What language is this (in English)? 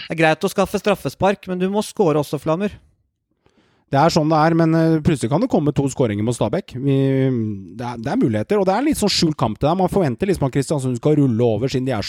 Norwegian